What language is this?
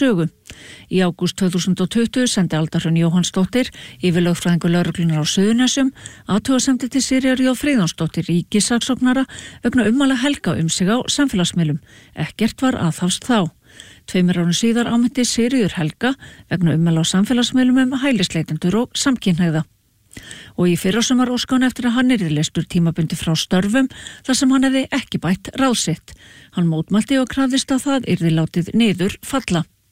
Icelandic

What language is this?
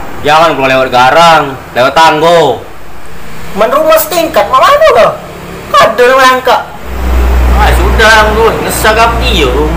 Musi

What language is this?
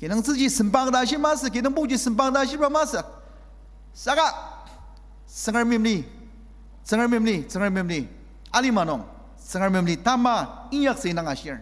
Ao Naga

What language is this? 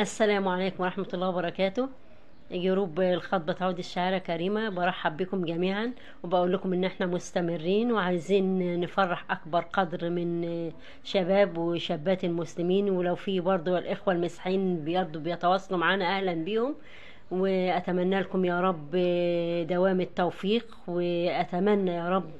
Egyptian Arabic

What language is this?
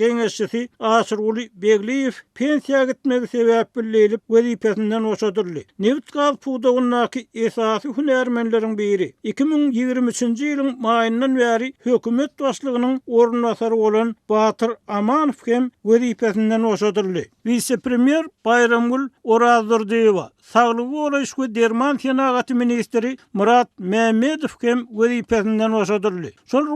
Turkmen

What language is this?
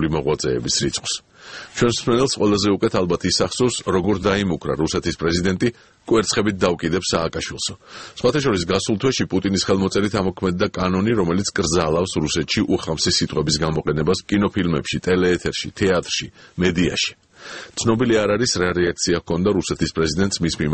Georgian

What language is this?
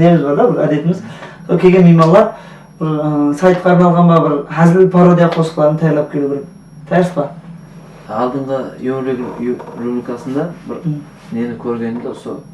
Kara-Kalpak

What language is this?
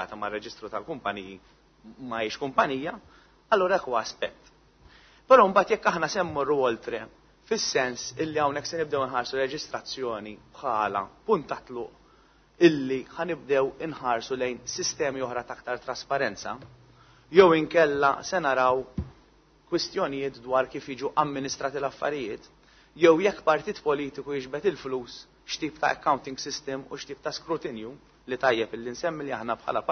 Maltese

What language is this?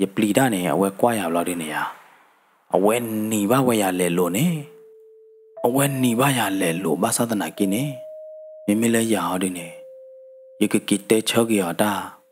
S'gaw Karen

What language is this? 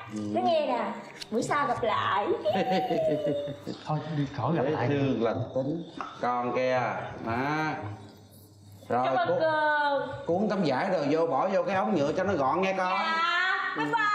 Vietnamese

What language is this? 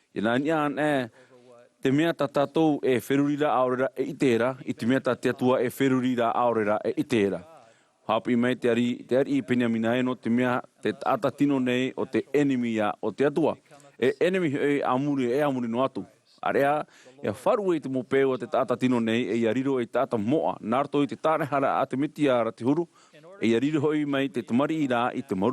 Tahitian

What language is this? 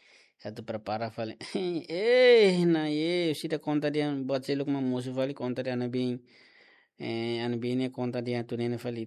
Tetum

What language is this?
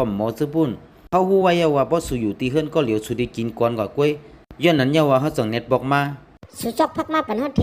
Shan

